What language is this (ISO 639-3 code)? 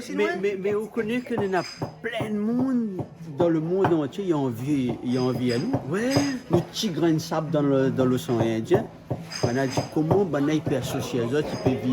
rcf